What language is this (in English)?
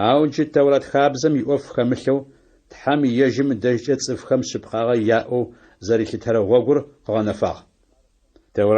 Adyghe